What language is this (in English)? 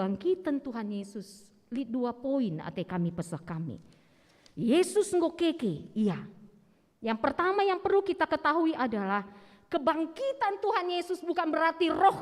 Batak Karo